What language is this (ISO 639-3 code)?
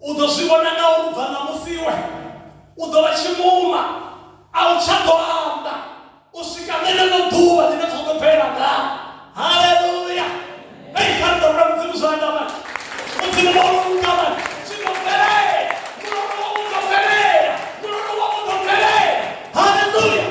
ven